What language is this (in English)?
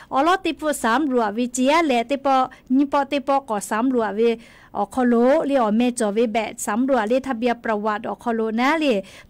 Lahu